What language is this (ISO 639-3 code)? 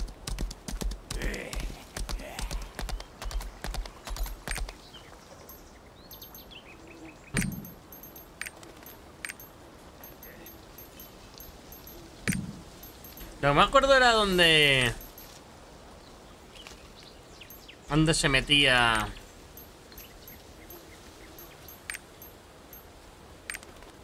spa